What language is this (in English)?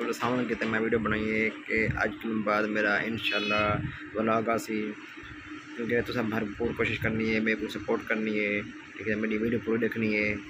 Saraiki